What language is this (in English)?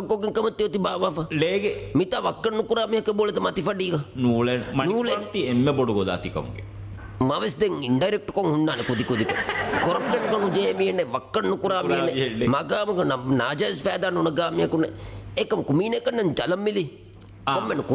Divehi